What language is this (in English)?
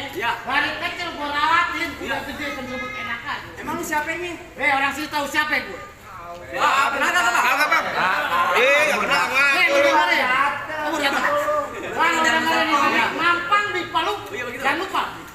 Betawi